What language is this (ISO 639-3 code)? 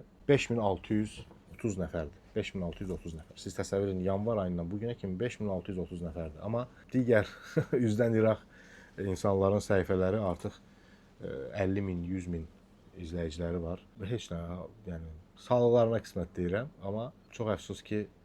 aze